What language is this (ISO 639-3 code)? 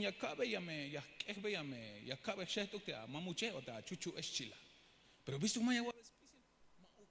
tzh